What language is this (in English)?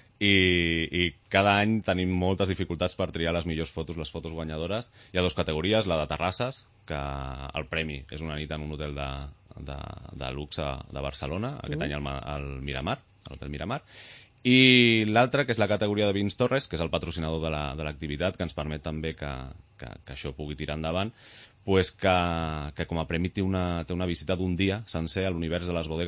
Catalan